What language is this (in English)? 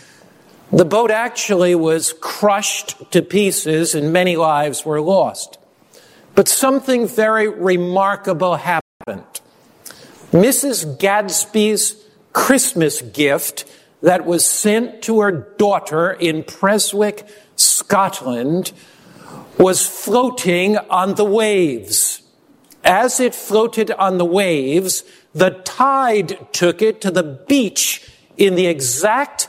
English